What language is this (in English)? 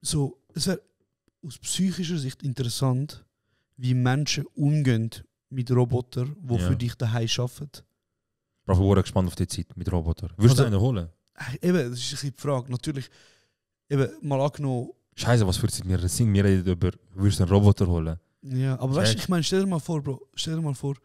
Swiss German